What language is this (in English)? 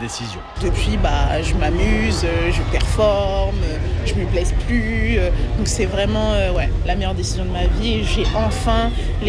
French